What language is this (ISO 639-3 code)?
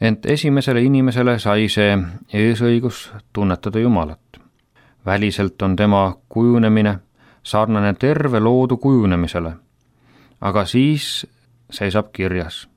est